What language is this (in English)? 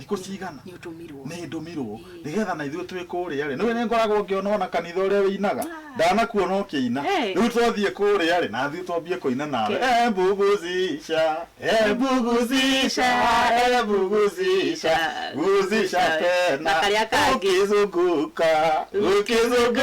Kikuyu